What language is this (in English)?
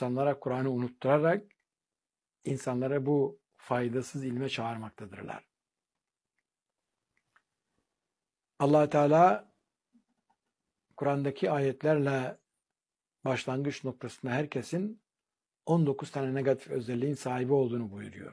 Turkish